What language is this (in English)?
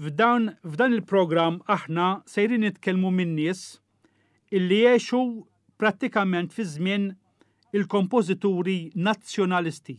Maltese